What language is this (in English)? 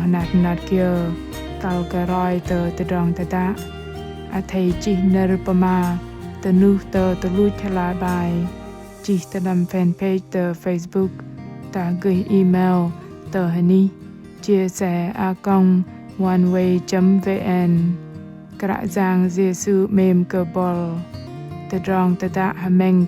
Bahnar